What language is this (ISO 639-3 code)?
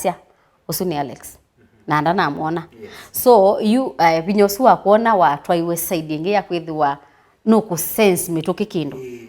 kam